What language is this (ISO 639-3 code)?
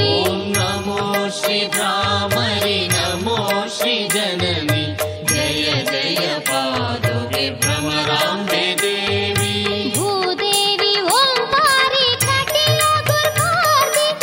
kan